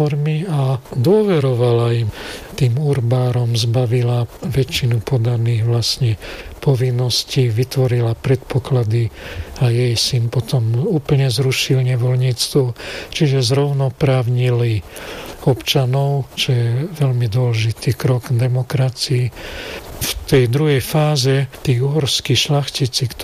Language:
Slovak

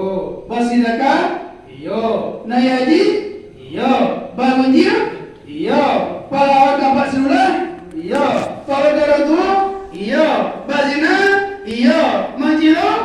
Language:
Minangkabau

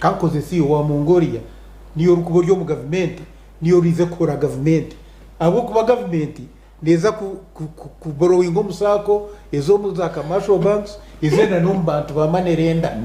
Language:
Nyankole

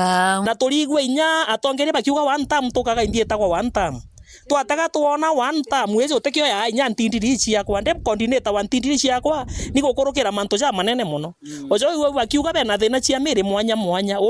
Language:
Meru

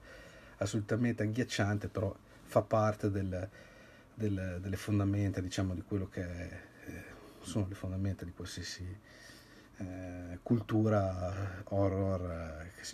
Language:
Italian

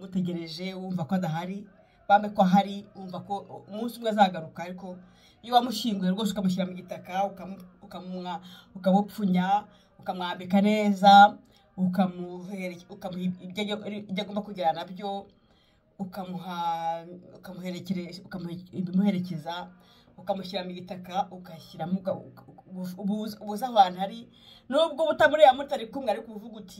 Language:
Kinyarwanda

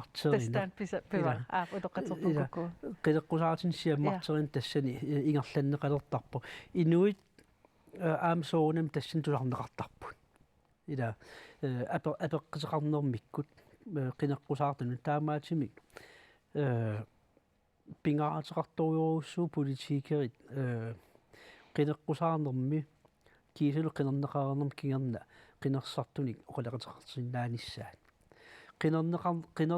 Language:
Kalaallisut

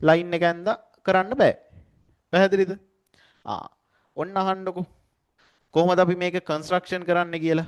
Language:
Sinhala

